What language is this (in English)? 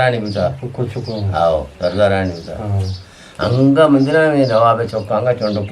Eastern Balochi